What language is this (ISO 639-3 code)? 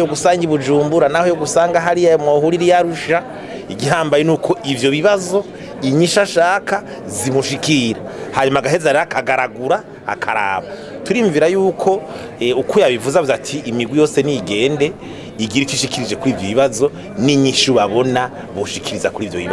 run